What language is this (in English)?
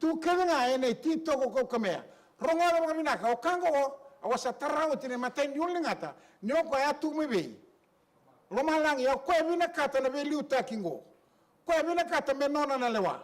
Fijian